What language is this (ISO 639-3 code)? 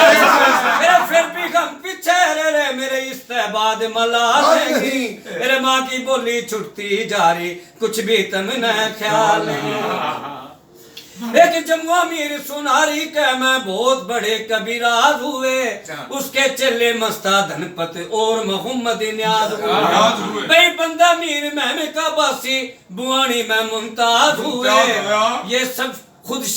bgc